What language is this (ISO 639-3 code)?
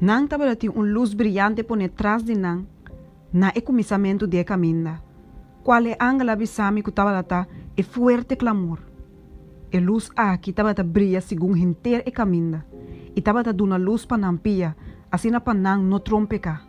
pap